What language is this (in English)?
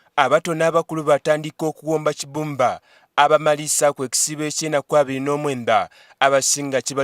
Soga